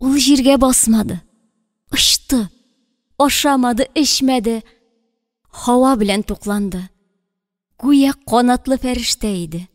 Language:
Tatar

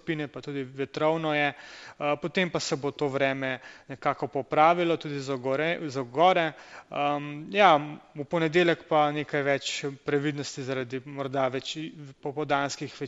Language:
Slovenian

